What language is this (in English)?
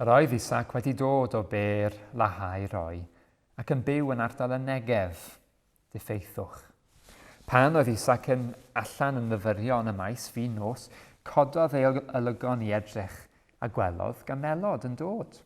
Welsh